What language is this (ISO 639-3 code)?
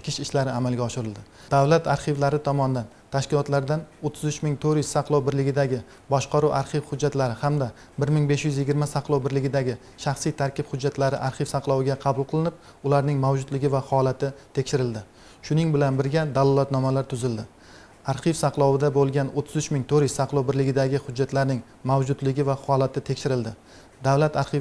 uzb